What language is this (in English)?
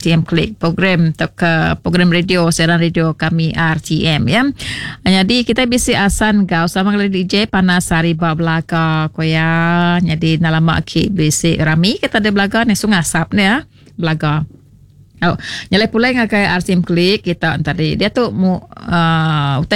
Iban